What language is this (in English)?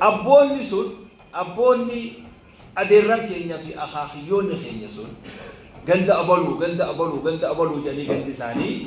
Oromo